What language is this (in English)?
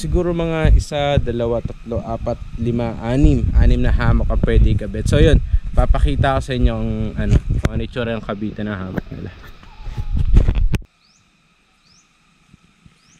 Filipino